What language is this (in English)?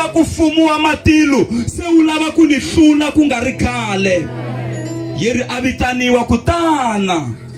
Tsonga